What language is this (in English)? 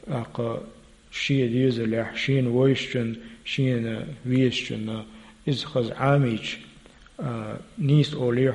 Chechen